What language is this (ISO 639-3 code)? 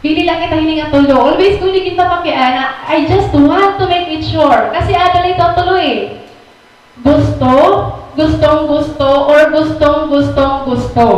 war